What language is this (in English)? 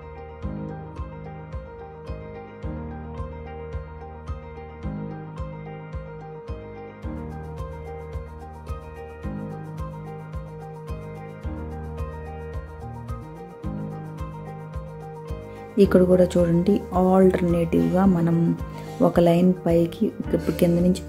Telugu